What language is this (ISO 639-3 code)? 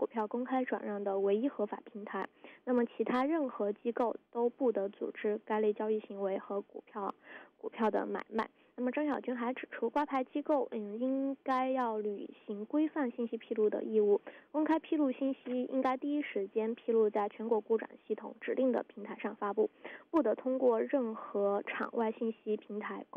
zho